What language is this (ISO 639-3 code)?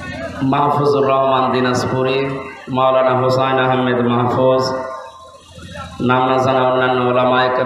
ben